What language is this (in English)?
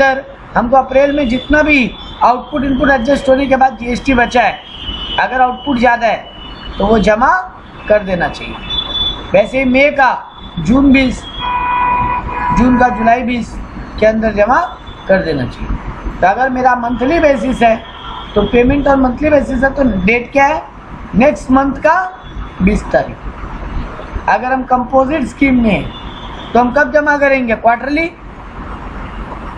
Hindi